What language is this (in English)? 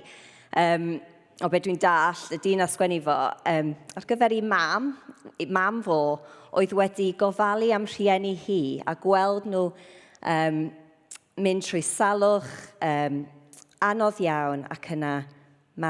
Welsh